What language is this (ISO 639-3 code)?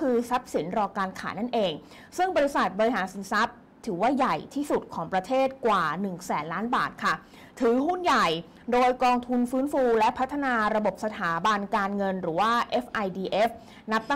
tha